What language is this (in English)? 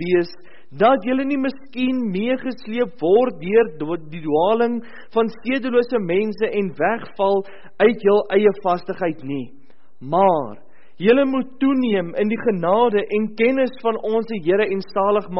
Afrikaans